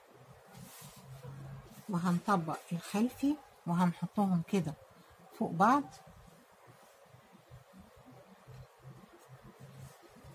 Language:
Egyptian Arabic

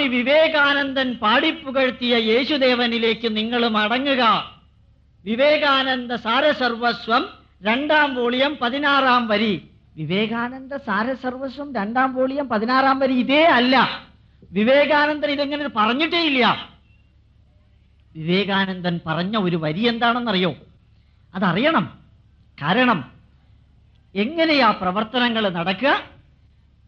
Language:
Malayalam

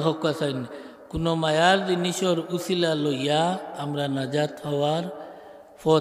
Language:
Sylheti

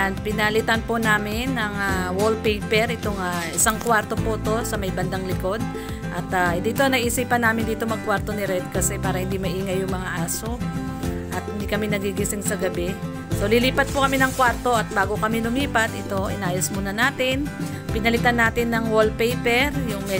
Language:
Filipino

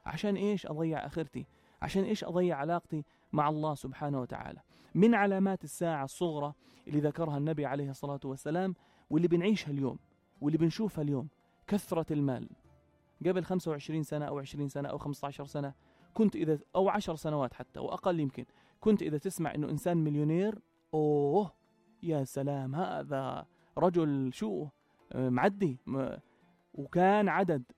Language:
North Levantine Arabic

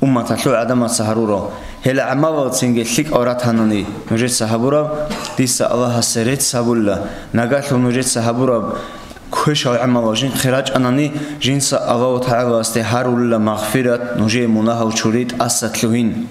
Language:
Avaric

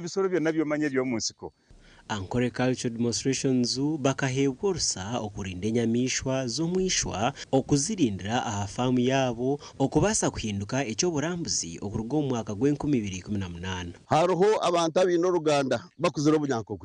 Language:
Nyankole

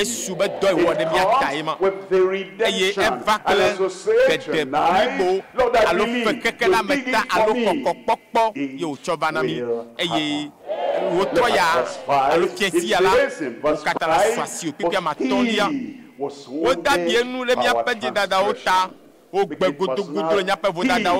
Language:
Ewe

